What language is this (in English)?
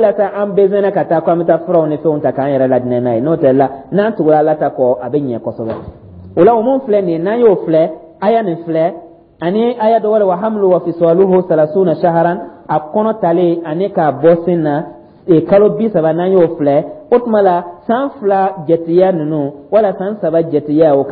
Dyula